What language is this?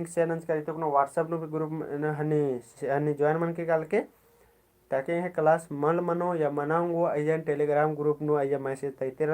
Kurukh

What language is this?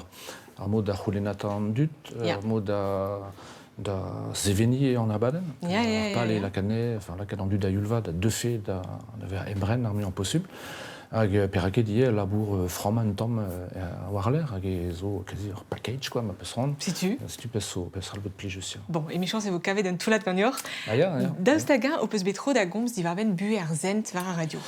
Breton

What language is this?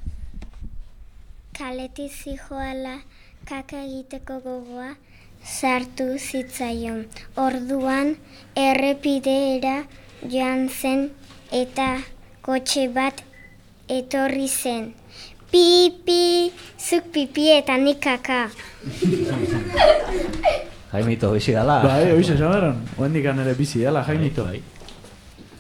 Basque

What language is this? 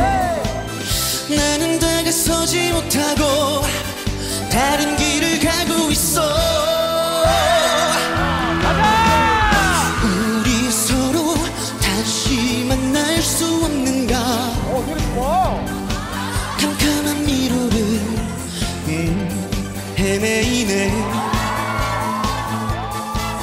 Korean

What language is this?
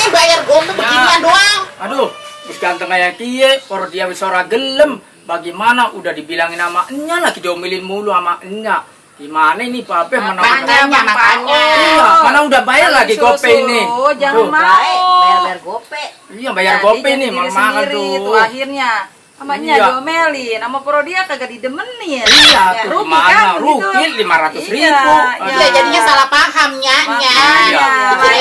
Betawi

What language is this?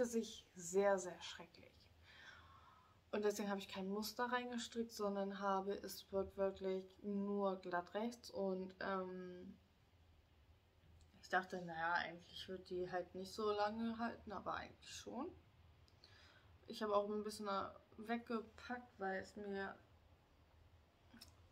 German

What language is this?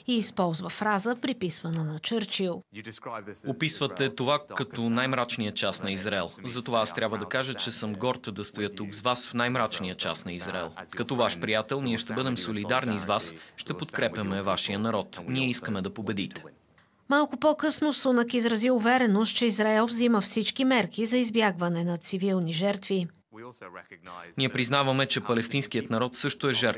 Bulgarian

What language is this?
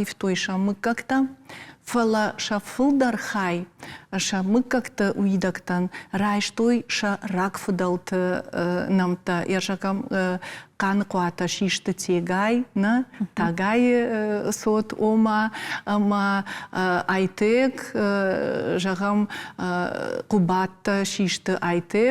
Ossetic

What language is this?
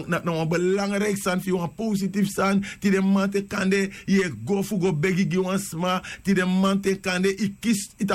Sranan Tongo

